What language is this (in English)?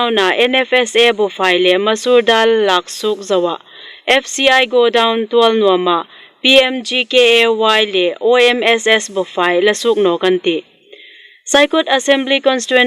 Hmar